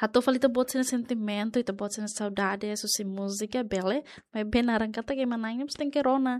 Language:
Tetum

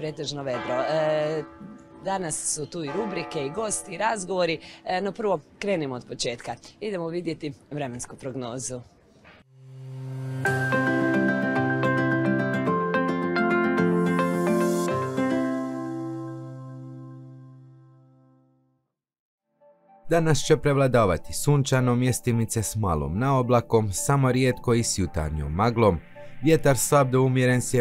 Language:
Croatian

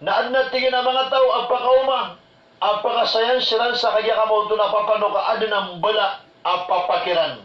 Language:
Maranao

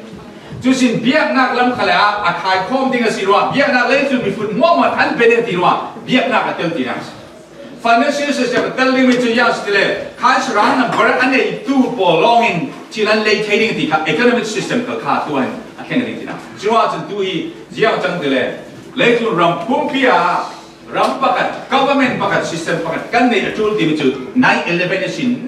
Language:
Falam Chin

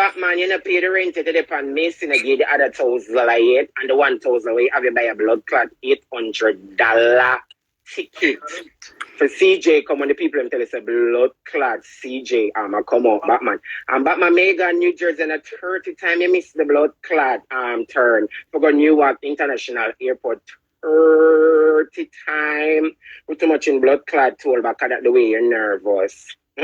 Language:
Jamaican Creole English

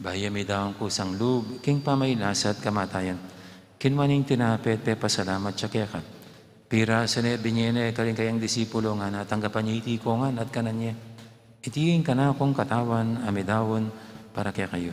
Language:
Pampanga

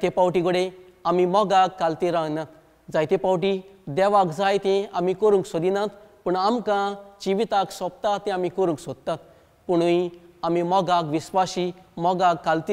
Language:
Konkani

